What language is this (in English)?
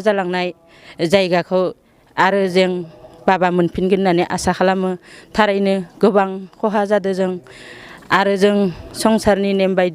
Bodo